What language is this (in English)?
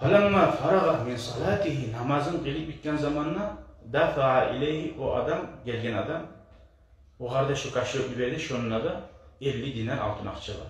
Kumyk